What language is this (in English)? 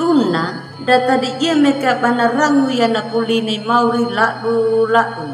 Anakalangu